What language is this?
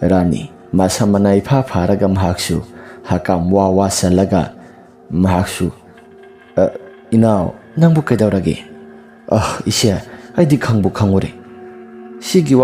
Manipuri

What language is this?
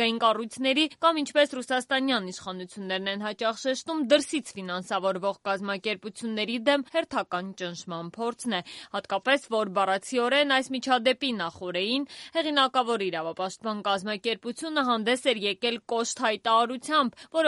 Armenian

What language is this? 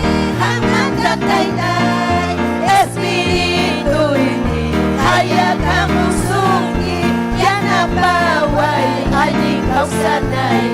Ayacucho Quechua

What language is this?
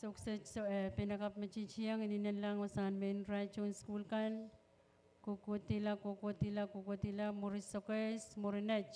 Pohnpeian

